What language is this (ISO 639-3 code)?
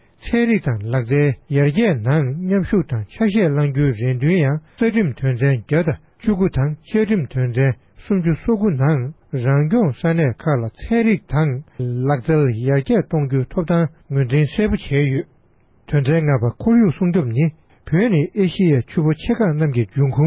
bod